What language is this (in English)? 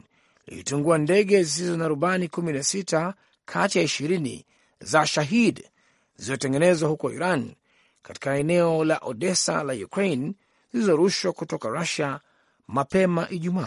Swahili